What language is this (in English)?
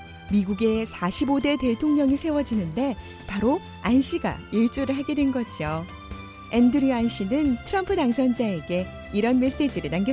Korean